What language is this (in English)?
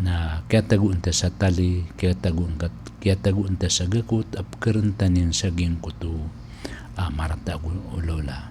Maranao